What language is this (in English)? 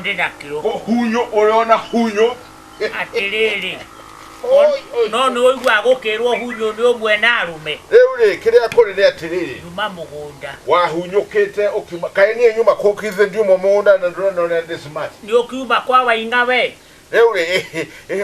Kikuyu